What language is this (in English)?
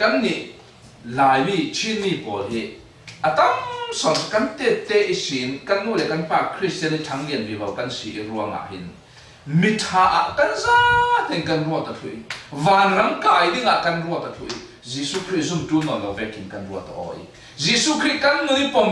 Falam Chin